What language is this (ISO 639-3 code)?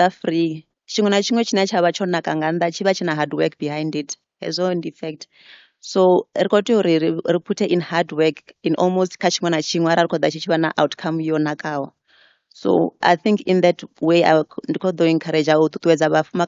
ven